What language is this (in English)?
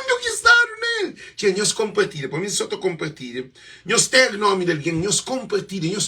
Kabuverdianu